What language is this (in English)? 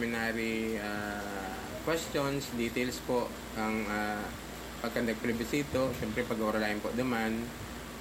Bikol